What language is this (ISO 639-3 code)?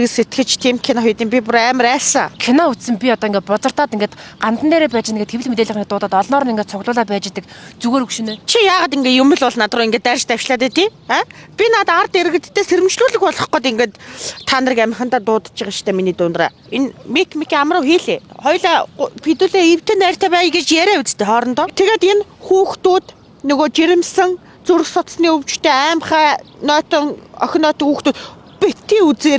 mon